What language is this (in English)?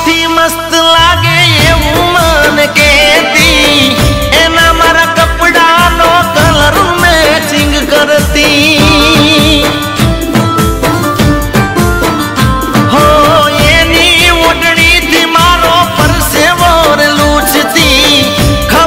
Gujarati